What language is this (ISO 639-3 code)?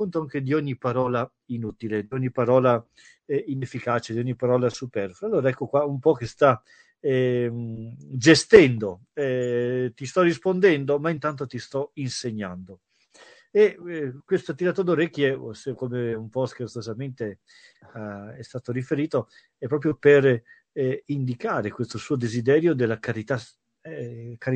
ita